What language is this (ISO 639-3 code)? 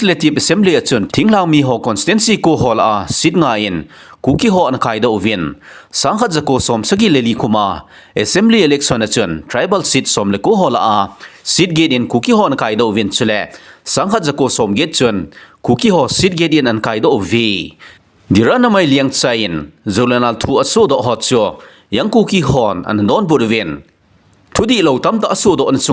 tcz